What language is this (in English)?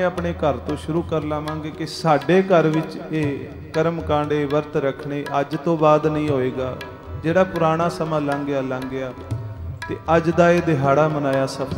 Punjabi